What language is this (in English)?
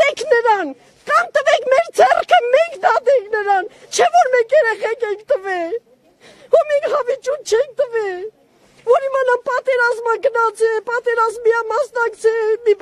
Armenian